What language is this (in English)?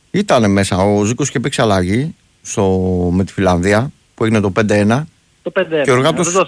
Greek